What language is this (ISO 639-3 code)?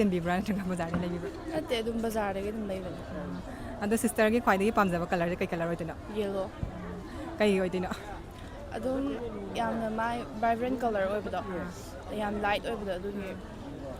mni